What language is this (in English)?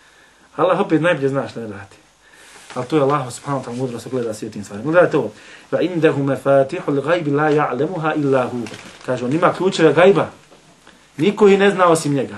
Bosnian